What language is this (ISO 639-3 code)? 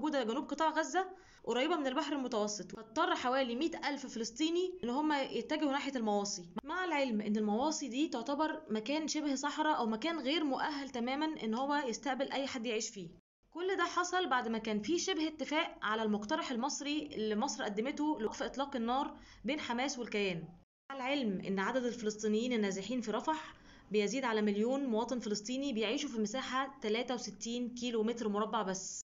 arz